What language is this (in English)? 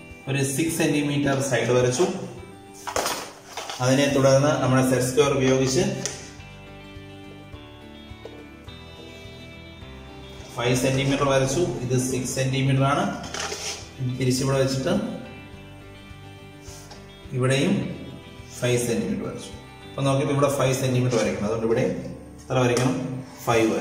Malayalam